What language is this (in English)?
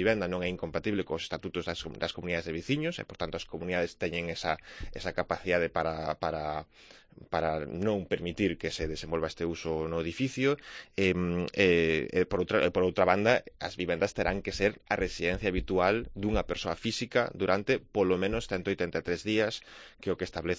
Galician